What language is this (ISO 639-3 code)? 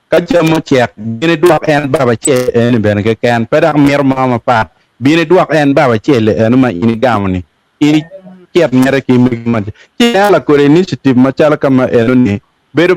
ach